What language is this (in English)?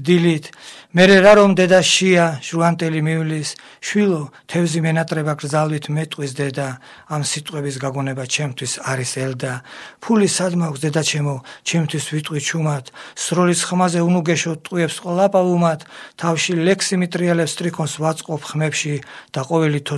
Georgian